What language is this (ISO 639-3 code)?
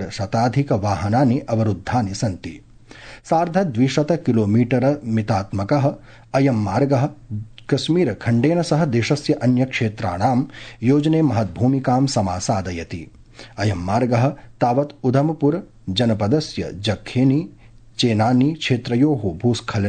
san